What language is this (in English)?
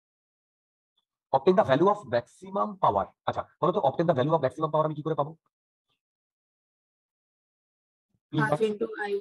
Bangla